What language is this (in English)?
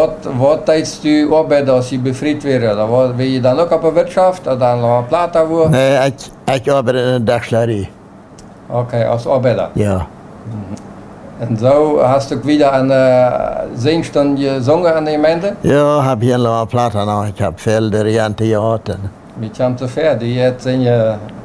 Plautdietsch